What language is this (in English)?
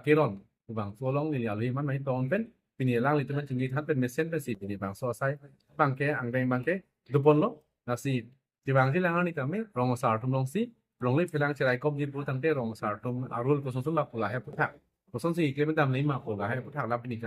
Karbi